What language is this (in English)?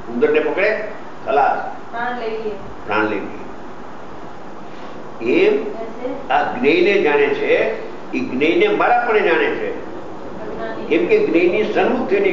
Gujarati